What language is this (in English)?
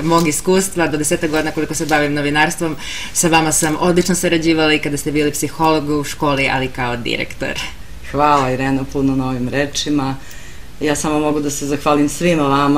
Serbian